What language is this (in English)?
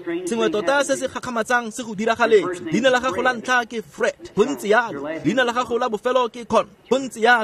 Tswana